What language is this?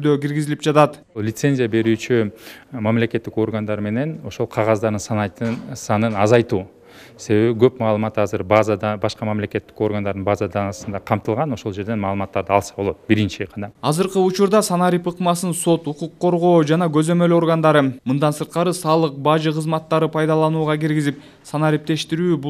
Kyrgyz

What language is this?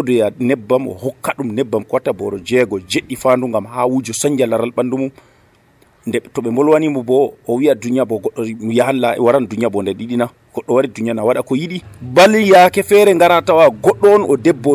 Nigerian Fulfulde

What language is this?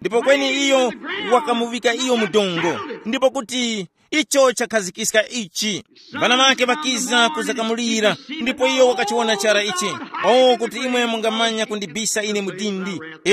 Tumbuka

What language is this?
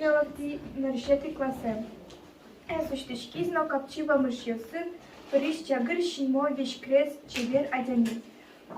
Udmurt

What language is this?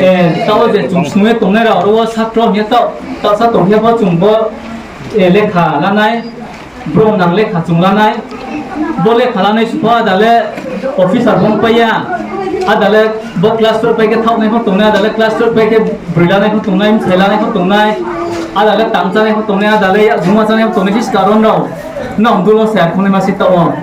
Riang (India)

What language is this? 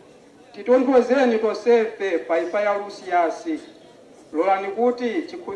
Nyanja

